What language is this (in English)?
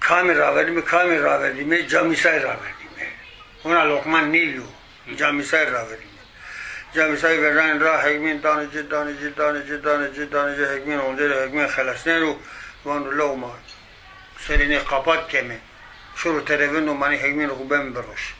Zaza